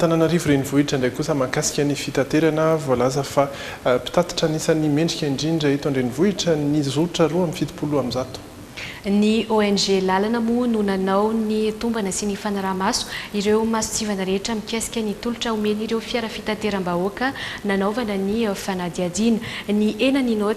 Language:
Malagasy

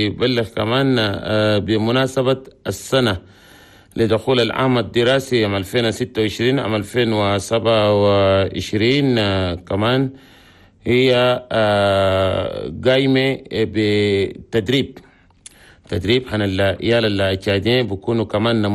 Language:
Chadian Arabic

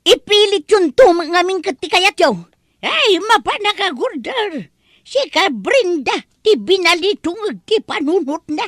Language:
Iloko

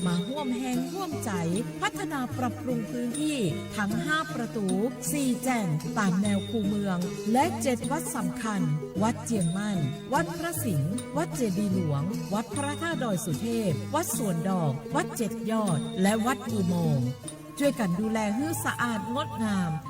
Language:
Lahu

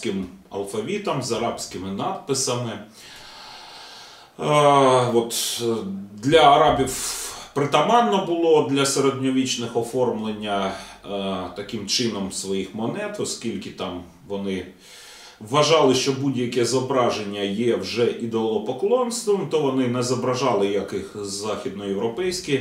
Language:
Ukrainian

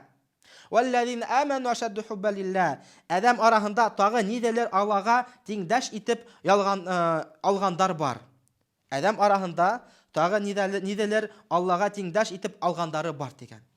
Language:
Bashkir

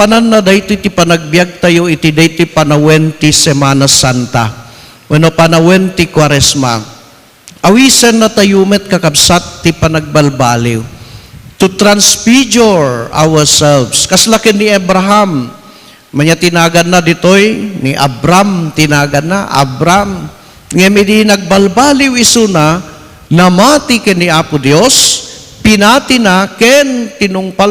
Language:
Iloko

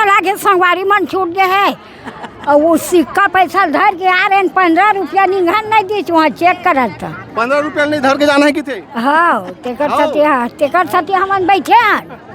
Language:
Chhattisgarhi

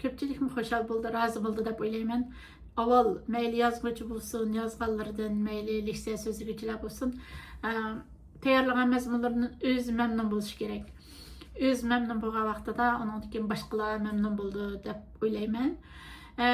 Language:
Uyghur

